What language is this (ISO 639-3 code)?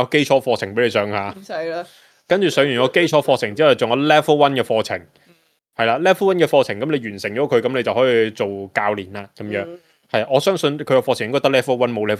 yue